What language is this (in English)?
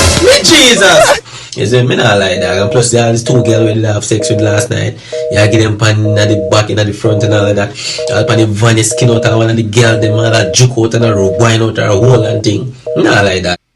Jamaican Creole English